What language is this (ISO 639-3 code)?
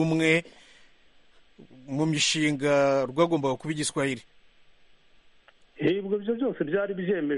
kin